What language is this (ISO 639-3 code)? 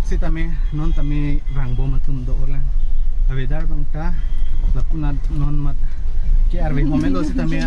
mjw